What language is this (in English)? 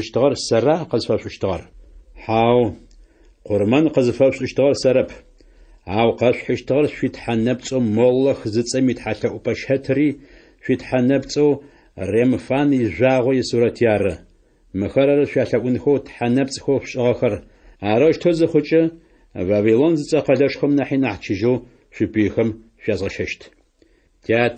Adyghe